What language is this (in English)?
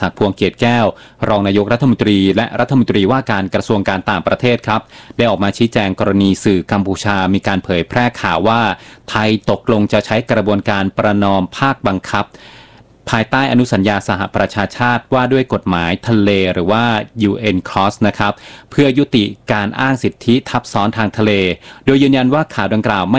Thai